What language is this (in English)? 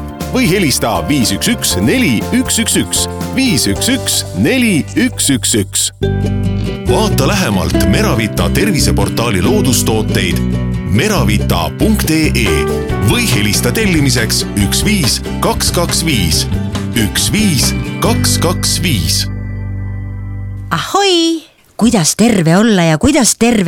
Estonian